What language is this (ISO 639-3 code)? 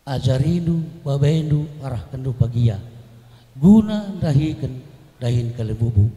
btx